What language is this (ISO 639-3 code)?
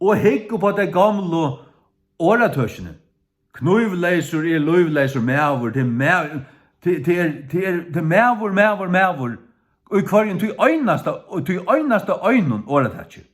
fao